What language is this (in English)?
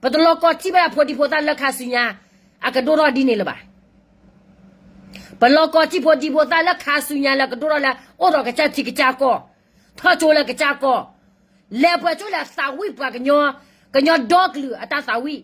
S'gaw Karen